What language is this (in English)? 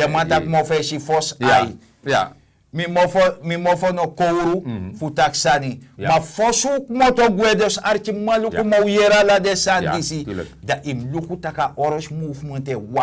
Sranan Tongo